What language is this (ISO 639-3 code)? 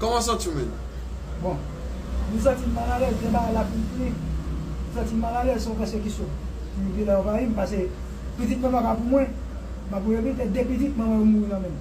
hat